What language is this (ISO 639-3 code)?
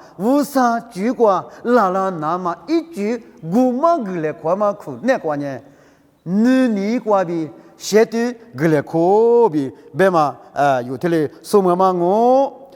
lis